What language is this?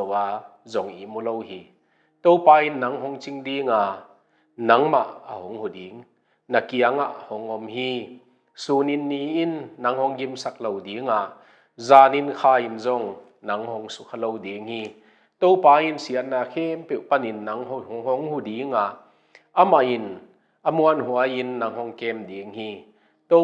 Tedim Chin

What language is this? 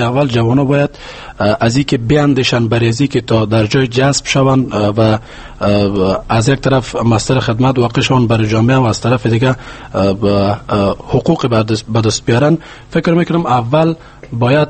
Persian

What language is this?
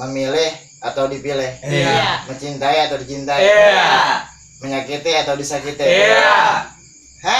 Banjar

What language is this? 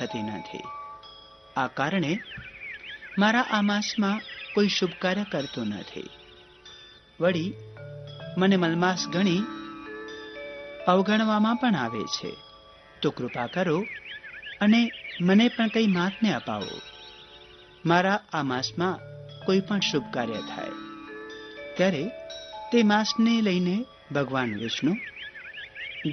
Gujarati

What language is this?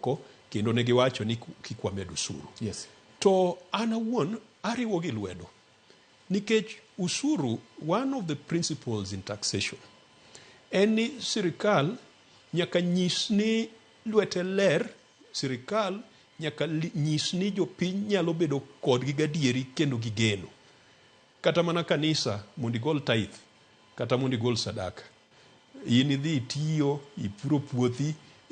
Luo (Kenya and Tanzania)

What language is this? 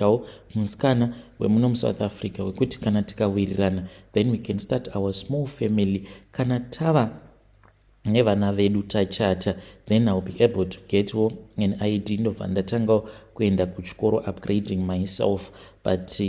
Shona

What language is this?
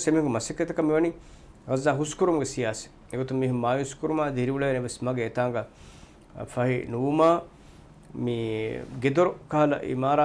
Divehi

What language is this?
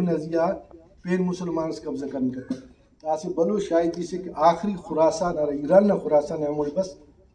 Brahui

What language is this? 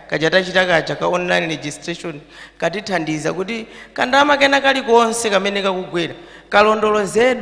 Nyanja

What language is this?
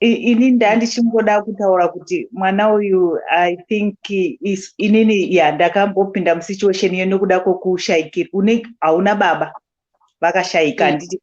Shona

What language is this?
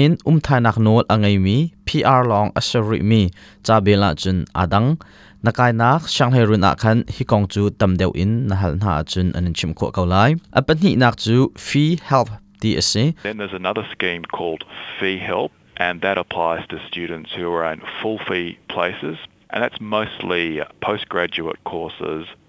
Hakha Chin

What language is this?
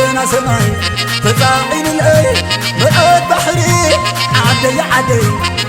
Tigrinya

